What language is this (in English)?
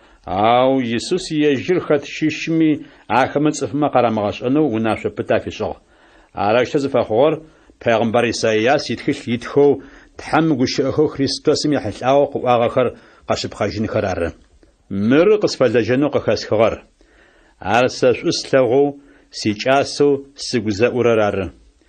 Adyghe